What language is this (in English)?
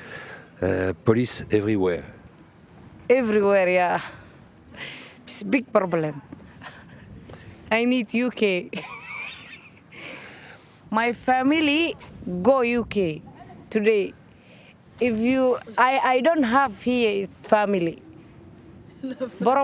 French